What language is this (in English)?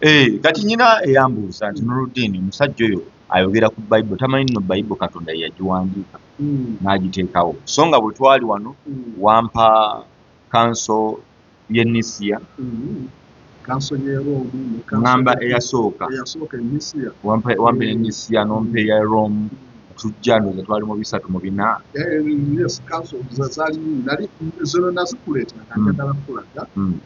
Ganda